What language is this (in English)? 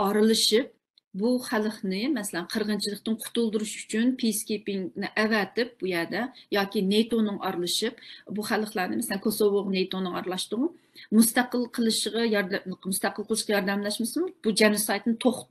Uyghur